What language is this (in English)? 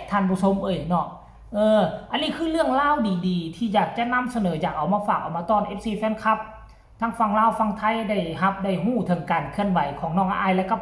Northeastern Thai